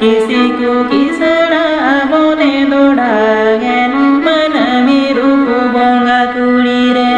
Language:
Santali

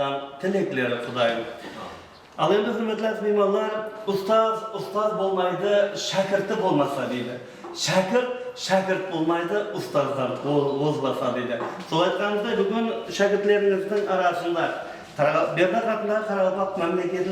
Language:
Kara-Kalpak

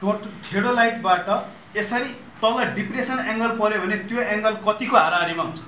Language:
Nepali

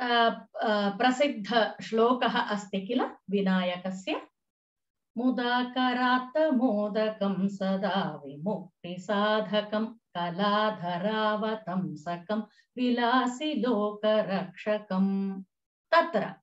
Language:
Sanskrit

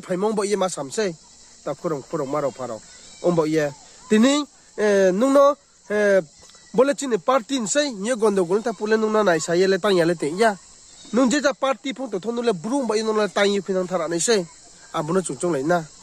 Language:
Riang (India)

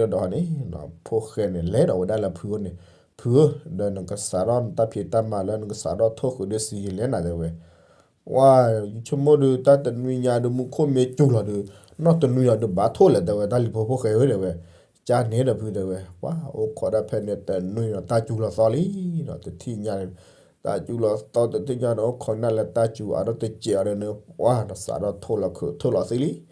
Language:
S'gaw Karen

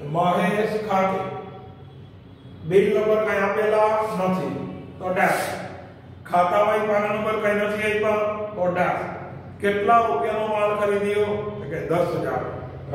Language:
Gujarati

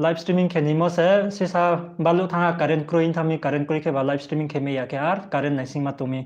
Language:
Riang (India)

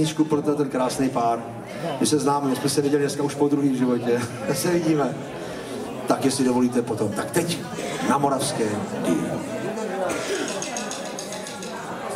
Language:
Czech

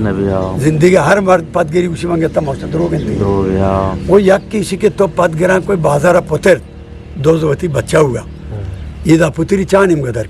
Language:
Eastern Balochi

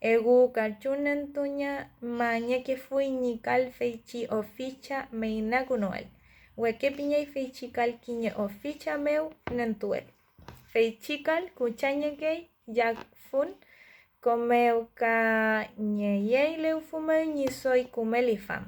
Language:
Mapuche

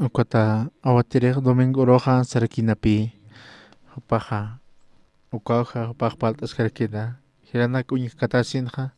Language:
Aymara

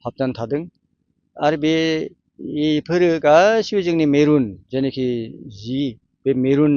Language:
Bodo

